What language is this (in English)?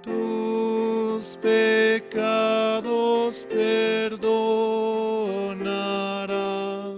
Aymara